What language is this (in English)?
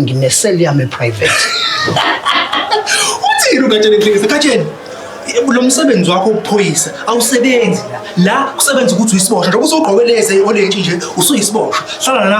Zulu